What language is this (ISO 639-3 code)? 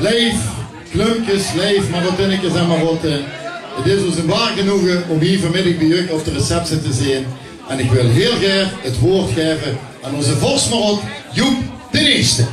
lim